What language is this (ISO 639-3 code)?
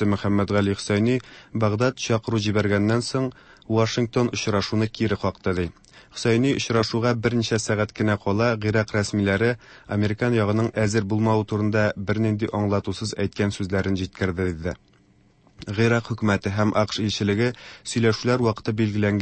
tat